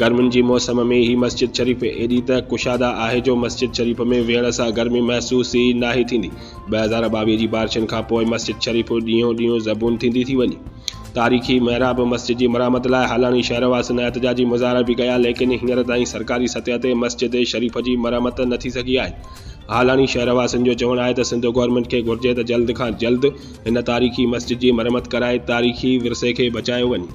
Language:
Sindhi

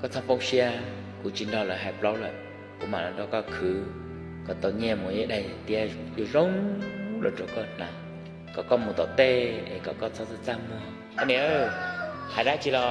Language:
Hmong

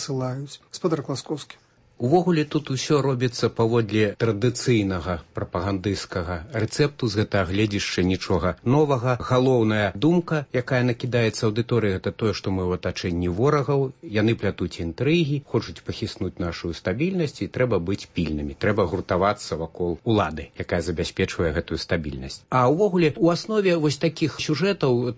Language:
Belarusian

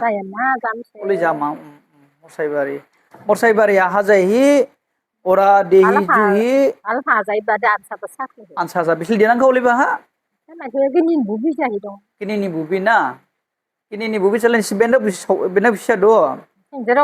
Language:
Dimasa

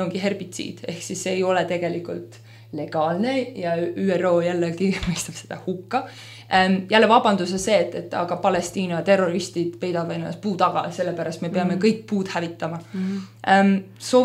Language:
Estonian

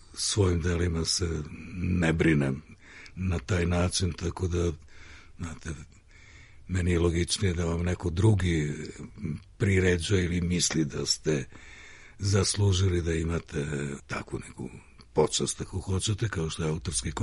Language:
Serbian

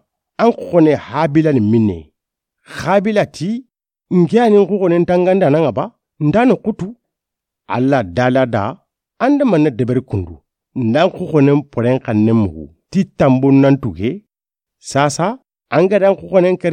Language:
Soninke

